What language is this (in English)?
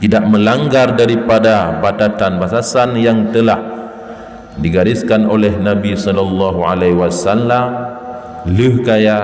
Achinese